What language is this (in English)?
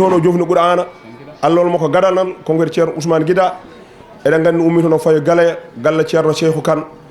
Fula